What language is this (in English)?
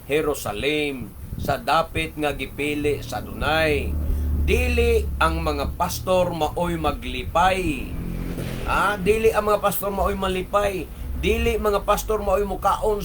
Cebuano